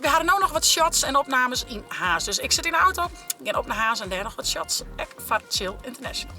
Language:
Western Frisian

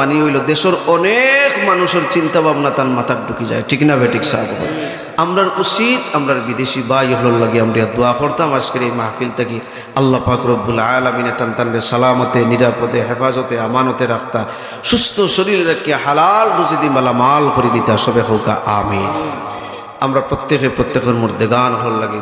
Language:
Sylheti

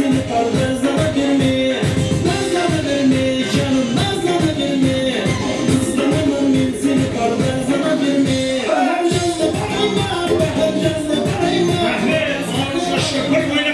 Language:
Kara-Kalpak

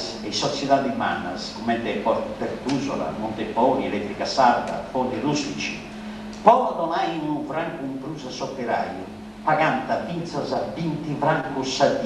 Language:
Sardinian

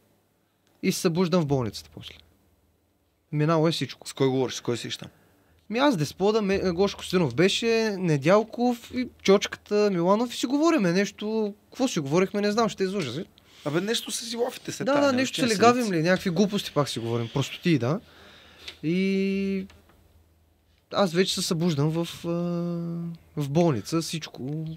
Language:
Bulgarian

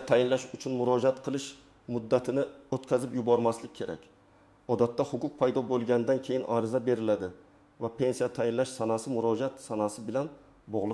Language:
Uzbek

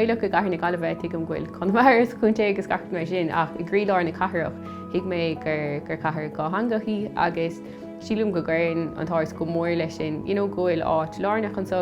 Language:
Irish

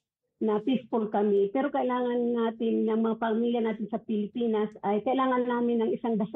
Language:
Filipino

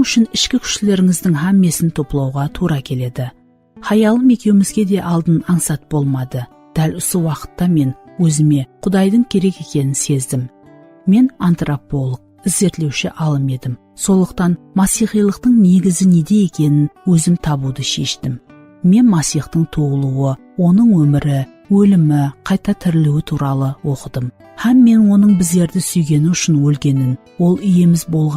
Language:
Kara-Kalpak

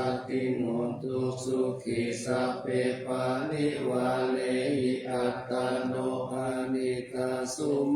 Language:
Pali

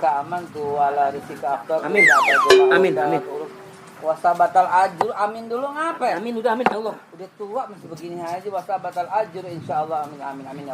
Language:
Betawi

